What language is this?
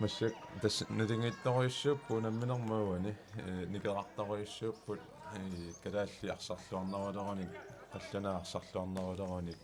Kalaallisut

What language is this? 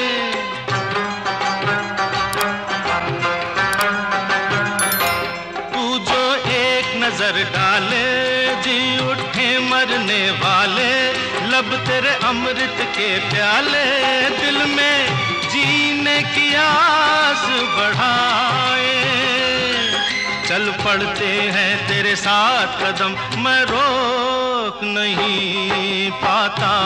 Hindi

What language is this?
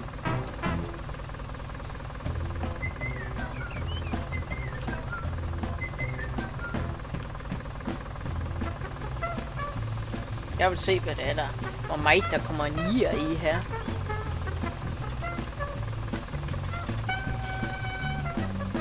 Danish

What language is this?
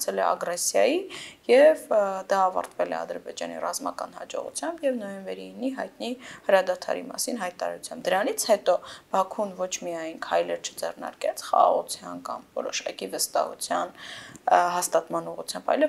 Armenian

